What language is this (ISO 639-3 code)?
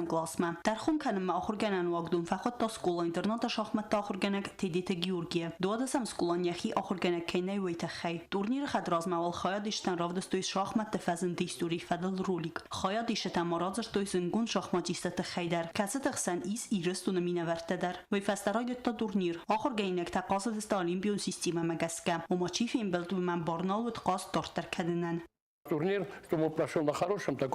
oss